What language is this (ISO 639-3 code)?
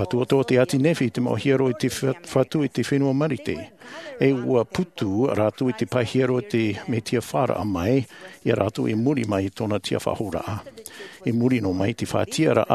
tah